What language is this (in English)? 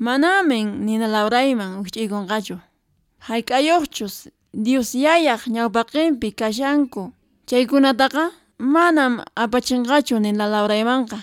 Quechua